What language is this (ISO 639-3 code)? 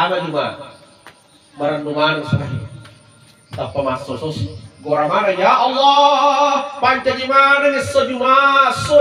bug